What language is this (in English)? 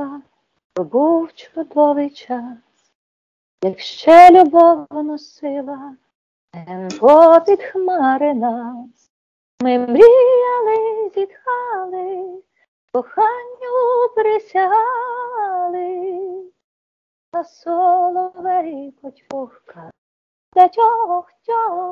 Ukrainian